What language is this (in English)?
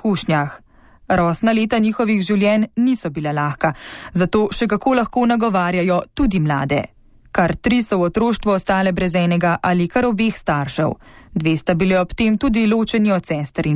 Slovenian